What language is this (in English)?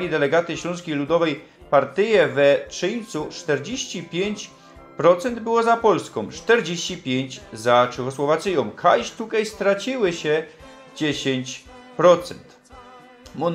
Silesian